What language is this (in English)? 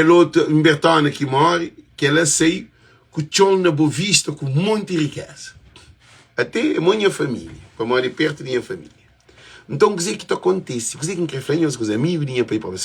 Kabuverdianu